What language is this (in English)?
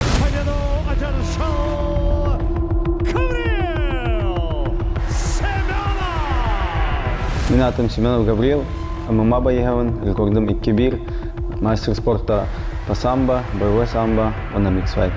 Yakut